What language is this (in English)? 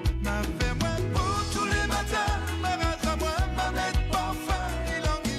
Morisyen